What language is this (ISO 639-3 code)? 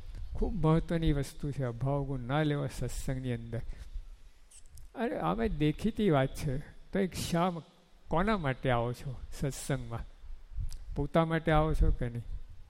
guj